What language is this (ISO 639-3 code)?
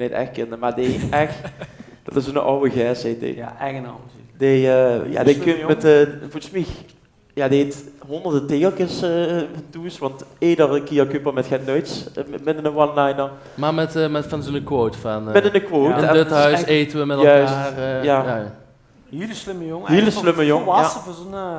lim